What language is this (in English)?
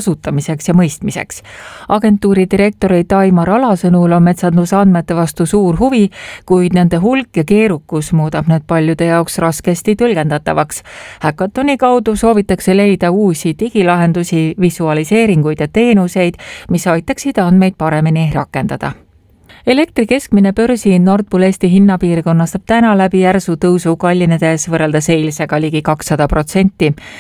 Estonian